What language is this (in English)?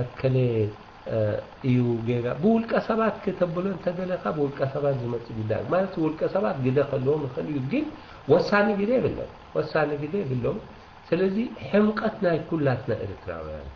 Tigrinya